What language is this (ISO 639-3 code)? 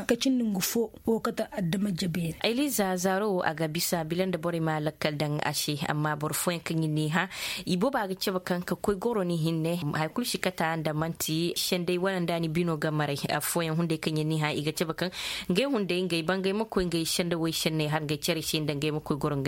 ses